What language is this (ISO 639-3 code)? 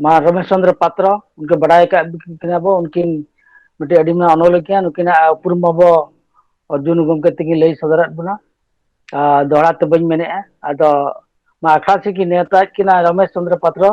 sat